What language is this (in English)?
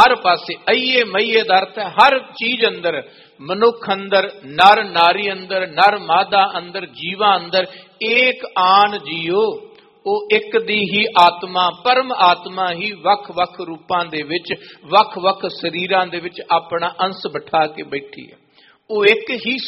Punjabi